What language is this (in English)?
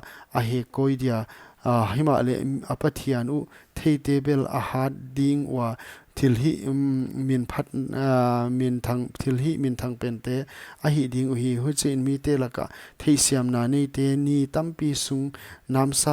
Paite Chin